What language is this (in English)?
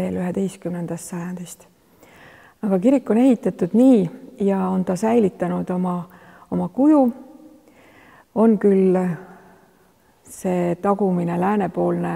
Estonian